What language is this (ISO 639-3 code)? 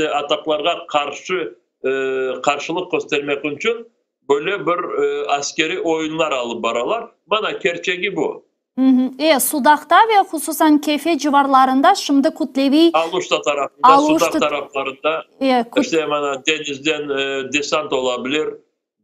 crh